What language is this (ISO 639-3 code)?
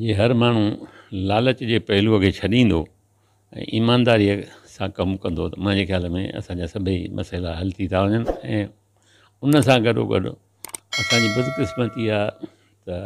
snd